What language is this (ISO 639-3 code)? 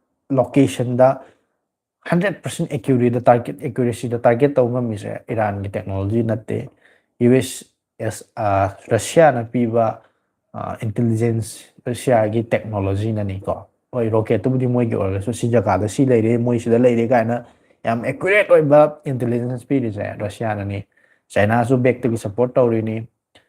mni